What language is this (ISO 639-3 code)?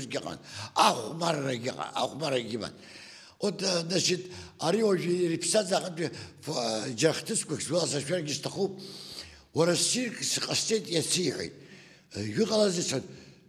abk